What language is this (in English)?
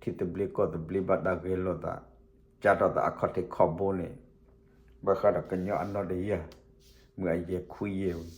S'gaw Karen